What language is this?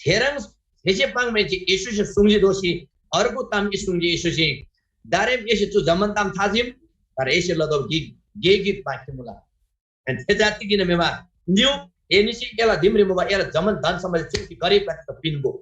Eastern Tamang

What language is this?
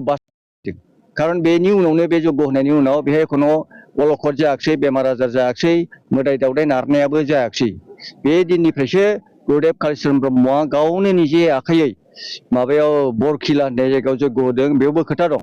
Bodo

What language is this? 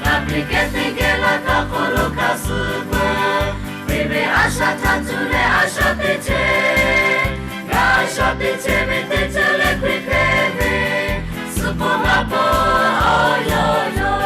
Lahu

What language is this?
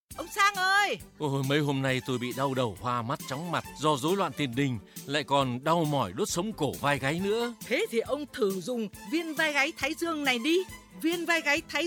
Vietnamese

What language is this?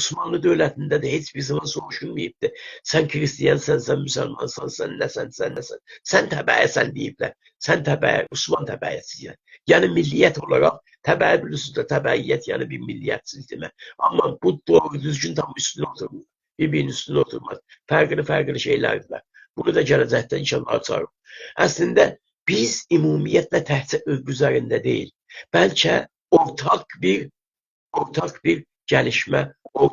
South Azerbaijani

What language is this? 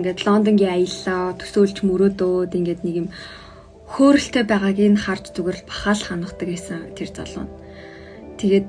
Mongolian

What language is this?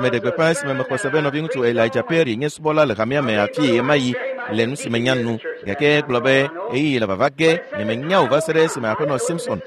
Ewe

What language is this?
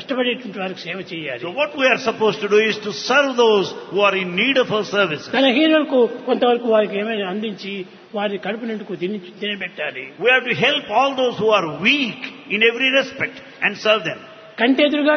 Telugu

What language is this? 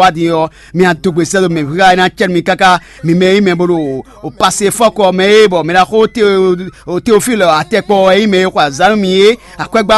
Fon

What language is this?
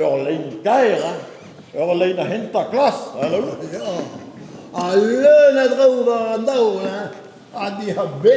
Breton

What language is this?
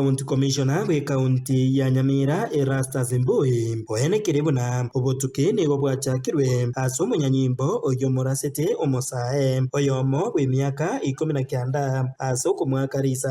Gusii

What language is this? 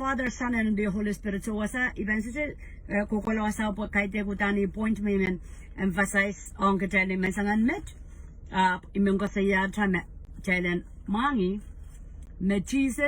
Pohnpeian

